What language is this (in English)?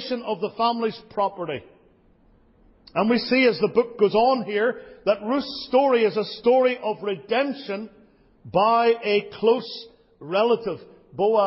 English